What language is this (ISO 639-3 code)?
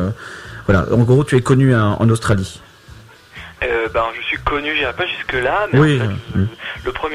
fra